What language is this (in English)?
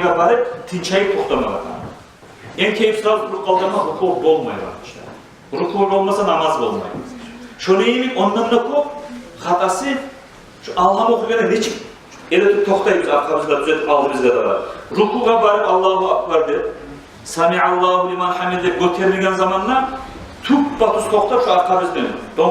Kumyk